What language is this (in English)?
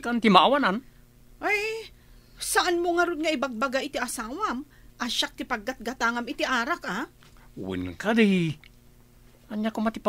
Iloko